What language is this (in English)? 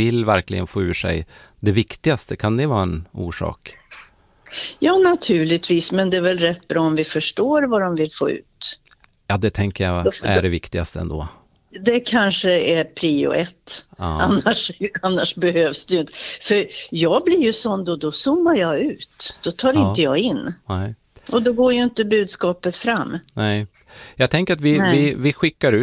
Swedish